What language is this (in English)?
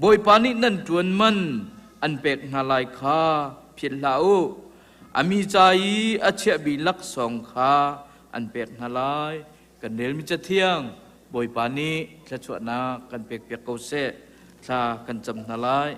Hakha Chin